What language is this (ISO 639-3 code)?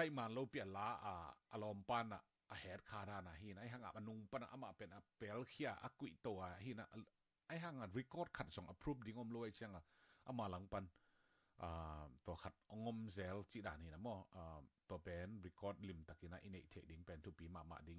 ctd